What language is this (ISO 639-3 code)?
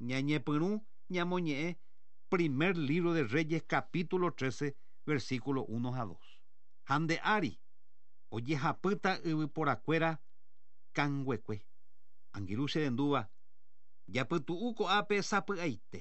grn